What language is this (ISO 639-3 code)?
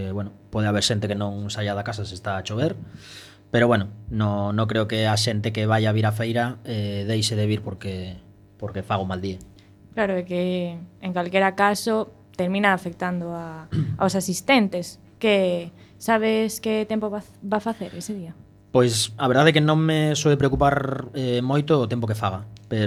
glg